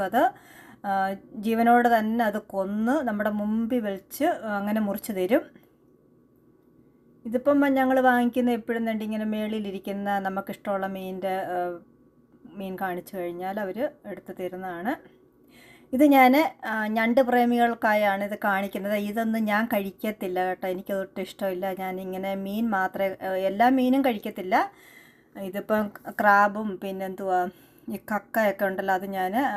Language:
Malayalam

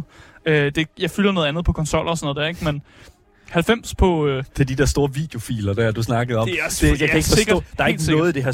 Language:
Danish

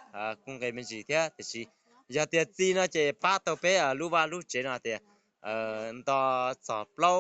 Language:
Hmong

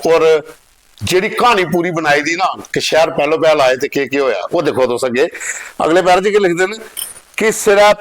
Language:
Dogri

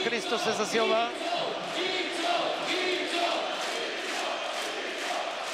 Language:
Bulgarian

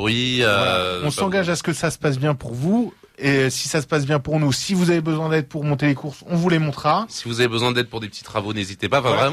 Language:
French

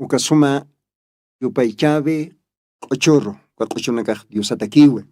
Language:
Aymara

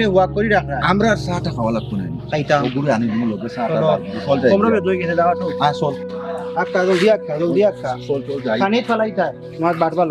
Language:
Sylheti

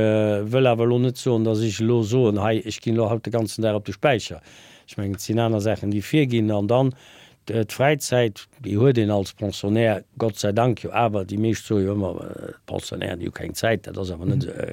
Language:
Luxembourgish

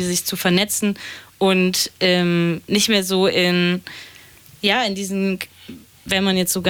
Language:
German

